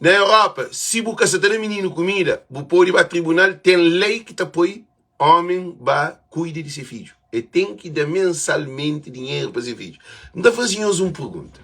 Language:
Kabuverdianu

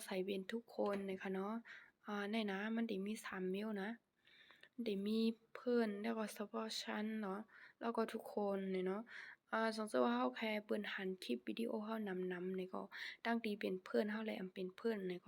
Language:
Shan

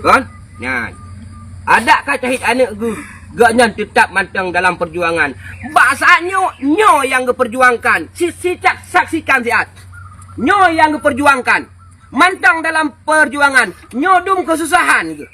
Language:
Achinese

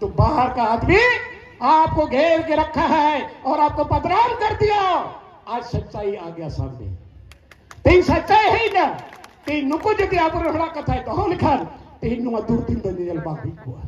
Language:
Santali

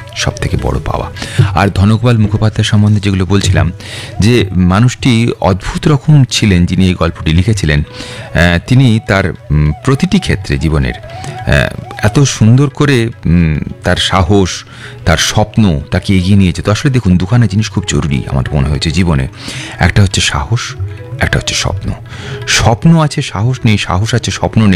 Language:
Bangla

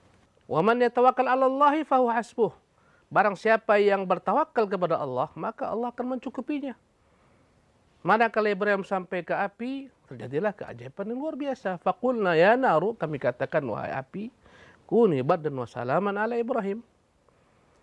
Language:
Indonesian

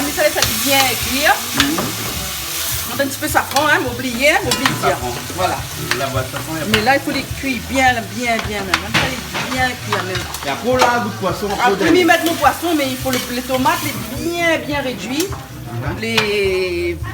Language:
Réunion Creole French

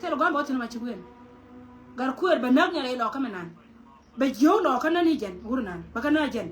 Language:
Nuer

